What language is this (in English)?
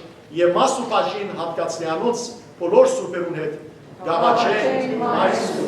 Western Armenian